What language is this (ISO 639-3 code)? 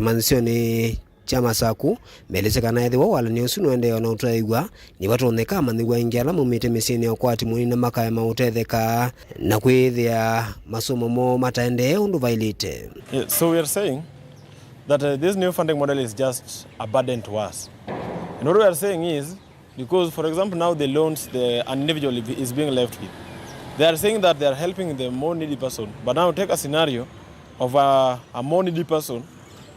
kam